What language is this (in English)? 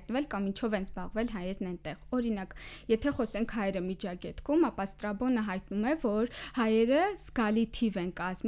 Armenian